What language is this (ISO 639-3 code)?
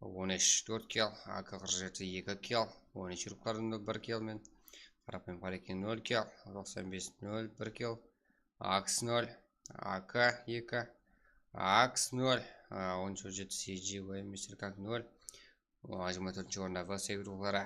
kaa